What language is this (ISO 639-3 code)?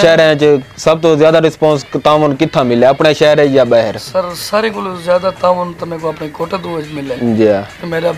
skr